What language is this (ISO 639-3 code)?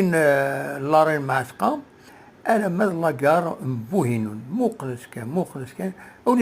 kab